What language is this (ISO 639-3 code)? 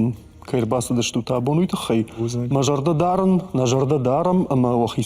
oss